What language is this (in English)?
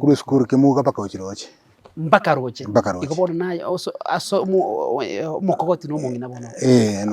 Gusii